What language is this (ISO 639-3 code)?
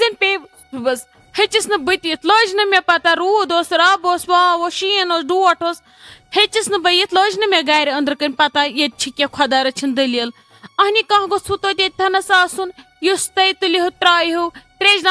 kas